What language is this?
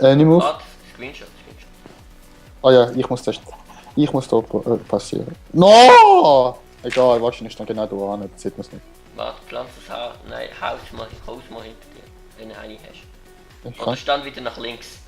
Swiss German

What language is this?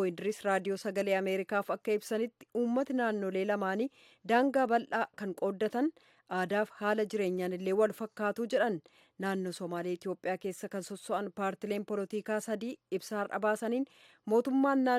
Oromo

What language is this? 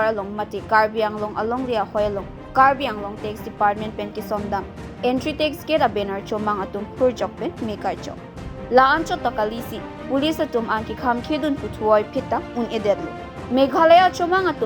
Karbi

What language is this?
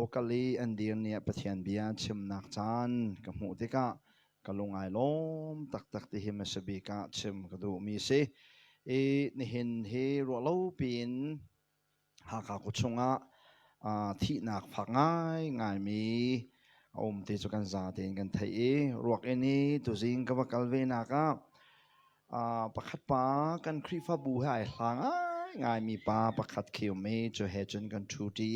Hakha Chin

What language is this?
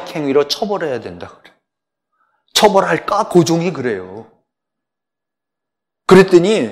Korean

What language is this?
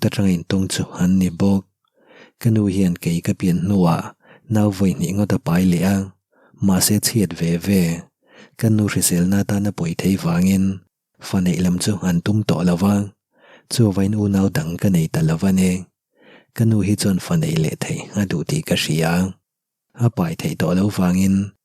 Mizo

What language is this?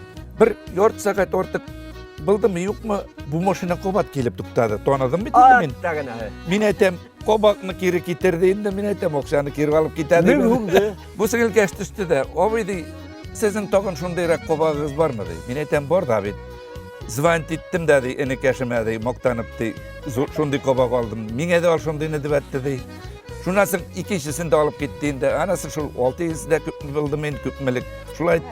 Bashkir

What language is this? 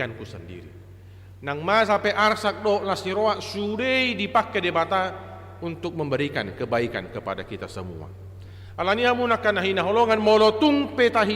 Batak Toba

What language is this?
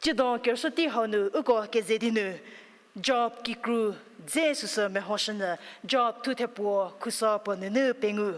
Angami Naga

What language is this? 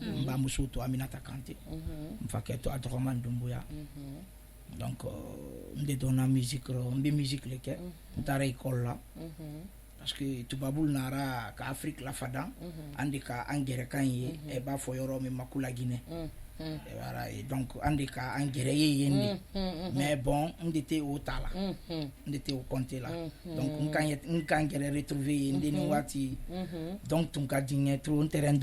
Bambara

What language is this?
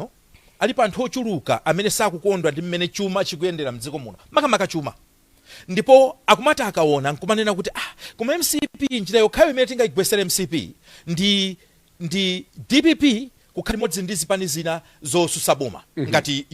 Nyanja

